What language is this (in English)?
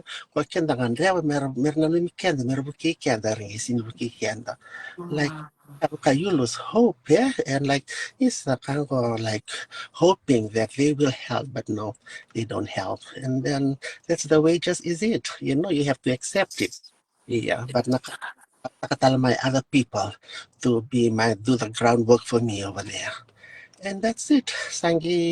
Fijian